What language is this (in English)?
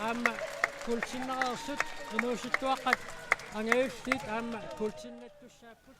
Kalaallisut